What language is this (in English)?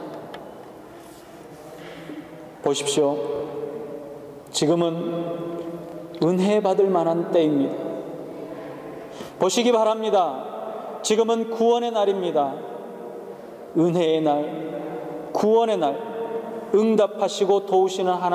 Korean